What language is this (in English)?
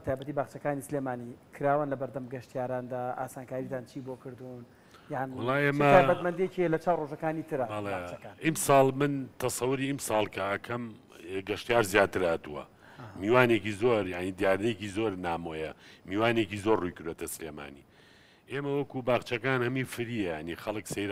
Central Kurdish